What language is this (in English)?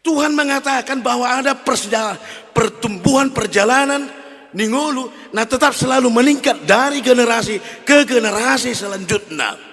Batak Toba